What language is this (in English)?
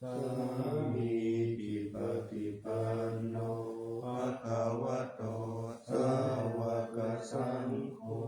Pali